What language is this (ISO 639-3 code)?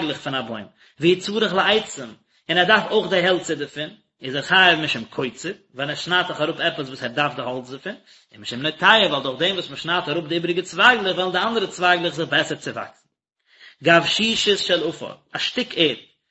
yid